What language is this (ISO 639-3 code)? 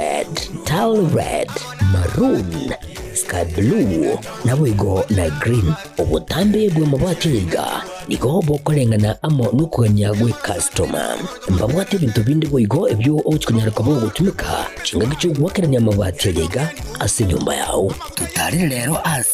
guz